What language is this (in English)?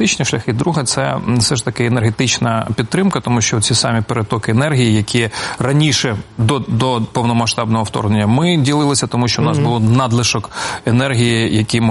Ukrainian